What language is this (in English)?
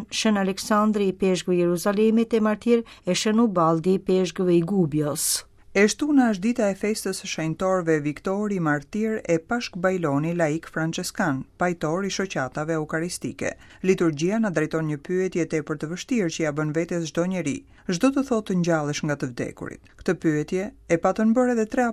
Albanian